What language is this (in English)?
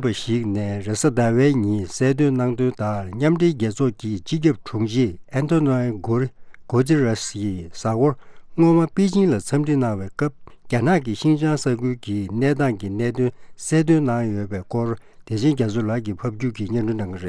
Tibetan